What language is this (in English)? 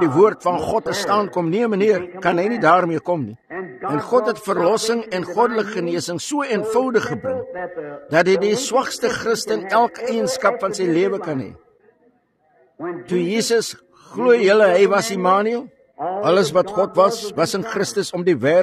Afrikaans